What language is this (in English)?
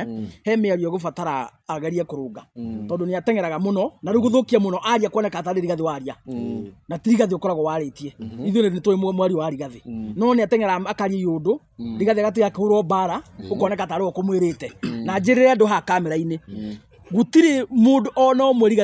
Kikuyu